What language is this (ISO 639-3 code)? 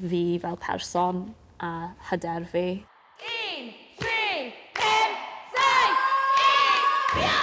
cym